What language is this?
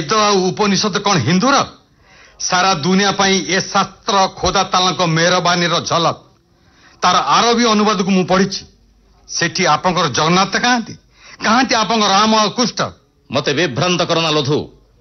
Odia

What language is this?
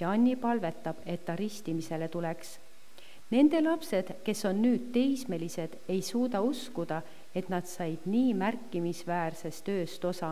Estonian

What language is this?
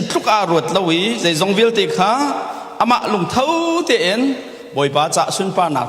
Hakha Chin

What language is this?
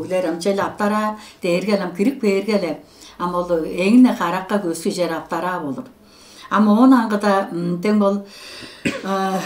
Tuvinian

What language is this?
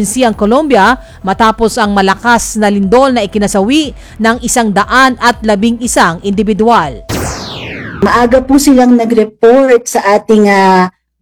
Filipino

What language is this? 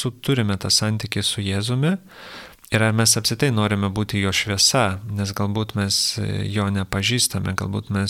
Lithuanian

